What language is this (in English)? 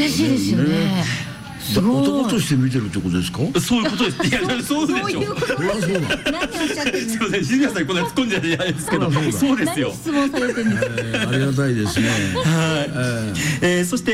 Japanese